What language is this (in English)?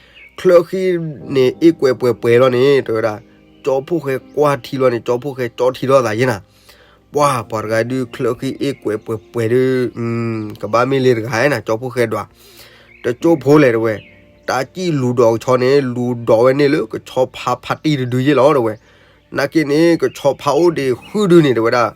S'gaw Karen